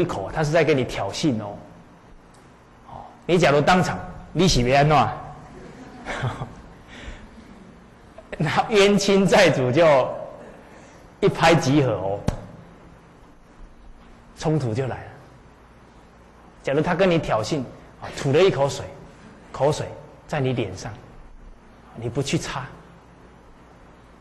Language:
Chinese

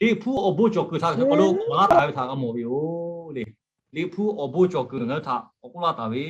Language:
Lahu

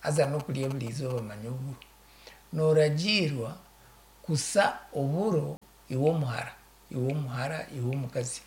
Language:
Nyankole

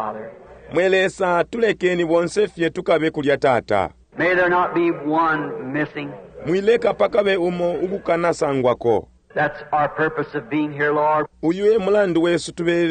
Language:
Bemba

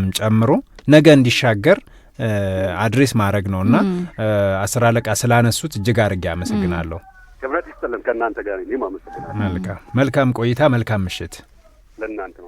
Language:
Amharic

